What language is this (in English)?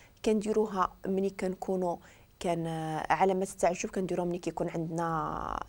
Moroccan Arabic